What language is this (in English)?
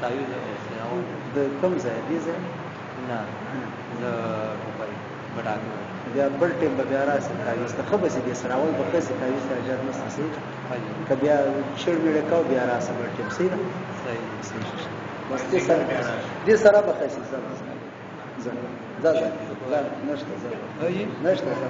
Pashto